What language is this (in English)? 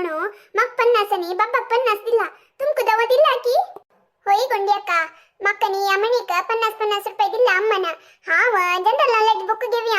Konkani